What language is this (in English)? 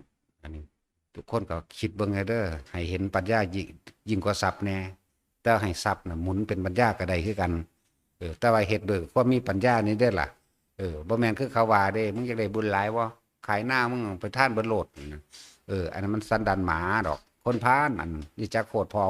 Northeastern Thai